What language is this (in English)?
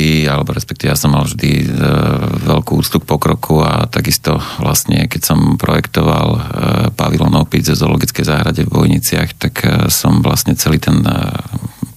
Slovak